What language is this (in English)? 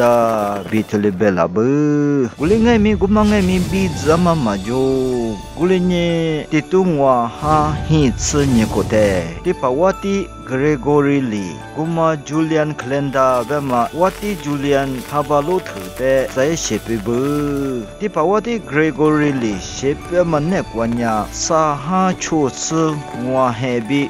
Lisu